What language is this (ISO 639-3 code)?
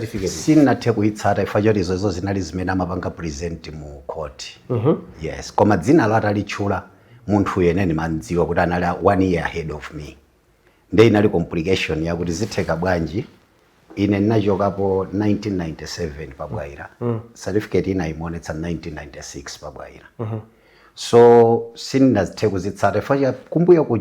nya